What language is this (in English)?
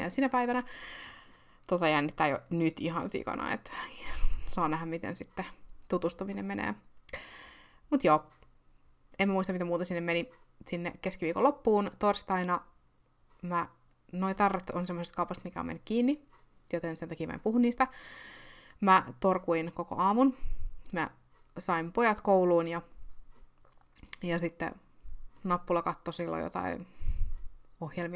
Finnish